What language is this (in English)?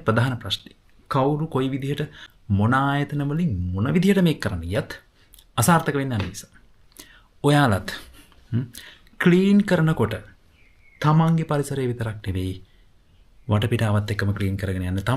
Sinhala